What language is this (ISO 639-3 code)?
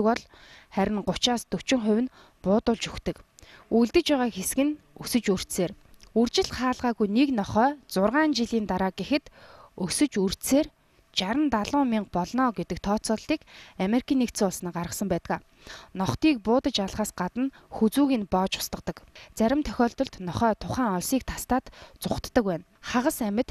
mon